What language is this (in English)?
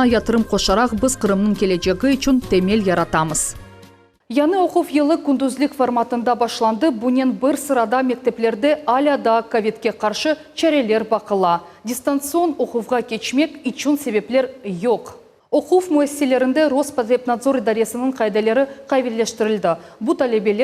Crimean Tatar